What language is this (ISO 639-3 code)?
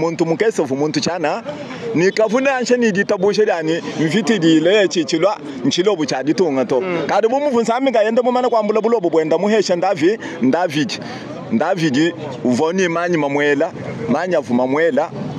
lua